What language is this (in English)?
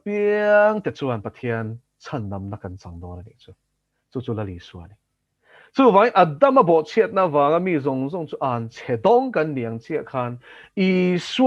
Mizo